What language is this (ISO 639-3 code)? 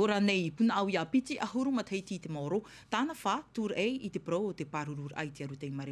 tah